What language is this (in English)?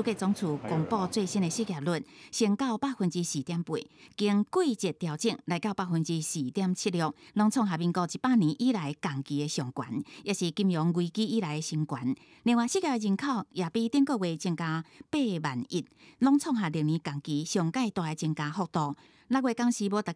Min Nan Chinese